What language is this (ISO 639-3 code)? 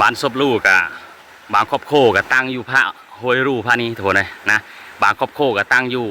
lao